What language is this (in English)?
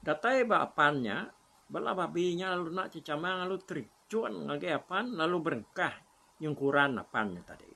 Iban